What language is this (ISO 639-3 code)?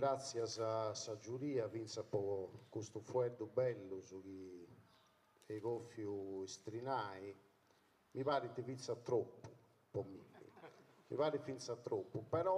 srd